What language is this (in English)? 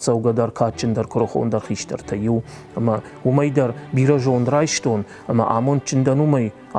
Ossetic